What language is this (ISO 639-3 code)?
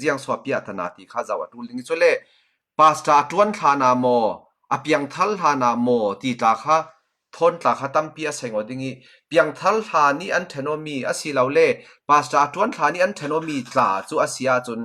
cfm